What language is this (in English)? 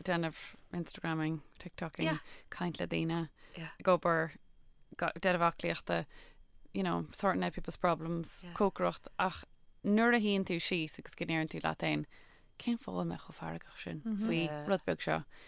Irish